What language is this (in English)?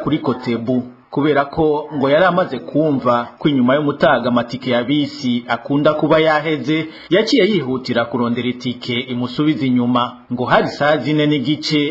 Rundi